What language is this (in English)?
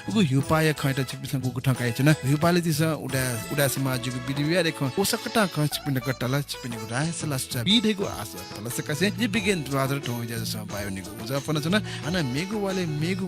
Newari